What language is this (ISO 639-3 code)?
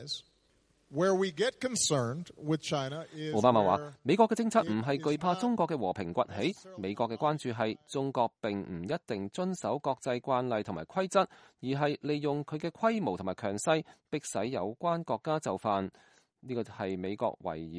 yue